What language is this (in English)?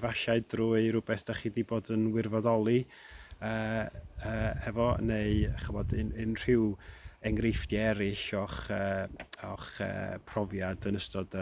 Welsh